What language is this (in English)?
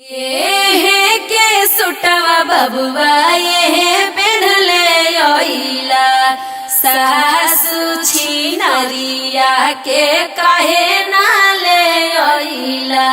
Magahi